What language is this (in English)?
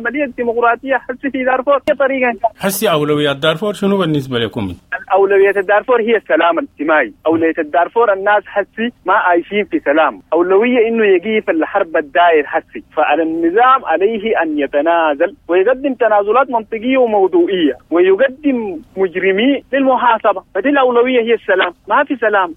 Sudanese Arabic